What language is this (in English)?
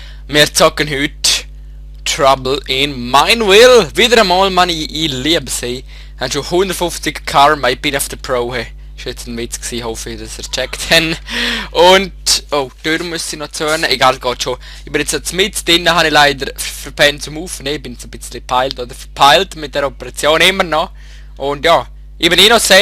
Swiss German